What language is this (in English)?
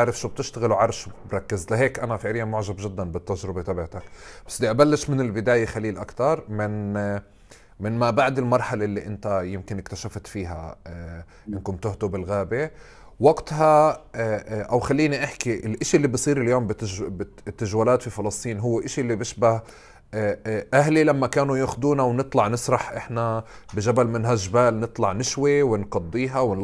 North Levantine Arabic